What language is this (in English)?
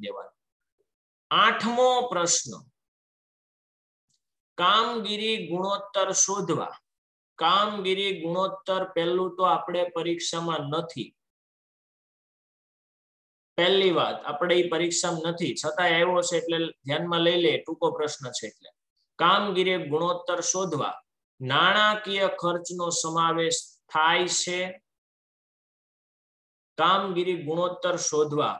Gujarati